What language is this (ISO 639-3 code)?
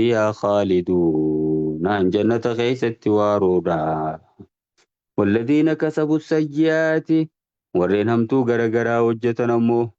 orm